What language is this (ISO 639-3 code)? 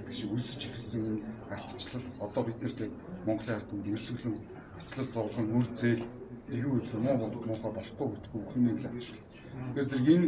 mon